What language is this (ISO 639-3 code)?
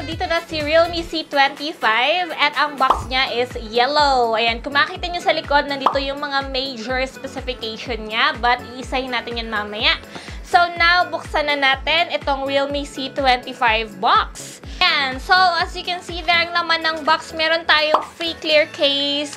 fil